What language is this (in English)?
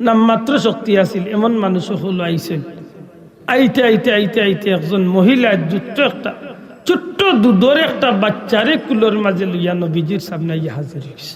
Sylheti